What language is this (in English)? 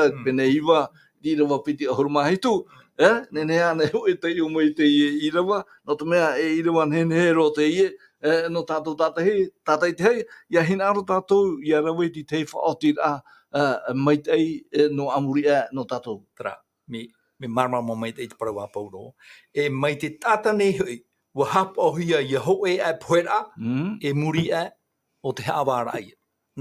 Tahitian